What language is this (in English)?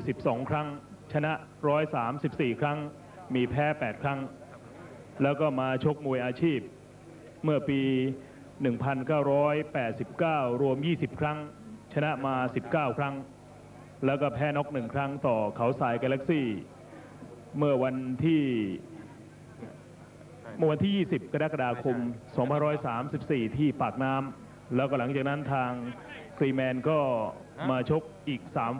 Thai